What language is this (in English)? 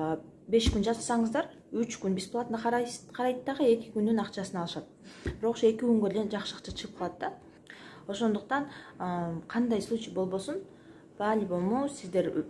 Kyrgyz